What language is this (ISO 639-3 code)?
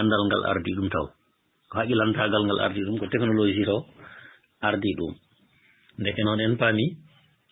ful